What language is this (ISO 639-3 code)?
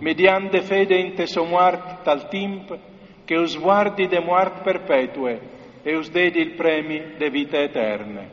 fur